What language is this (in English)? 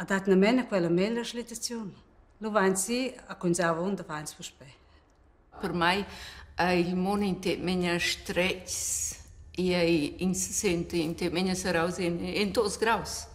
Romansh